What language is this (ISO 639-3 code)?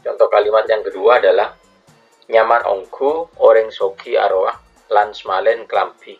mad